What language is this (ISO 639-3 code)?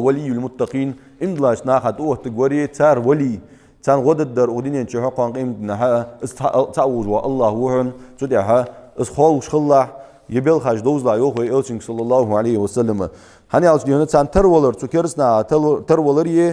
inh